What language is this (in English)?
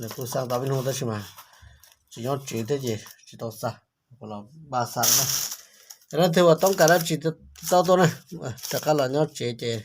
Hmong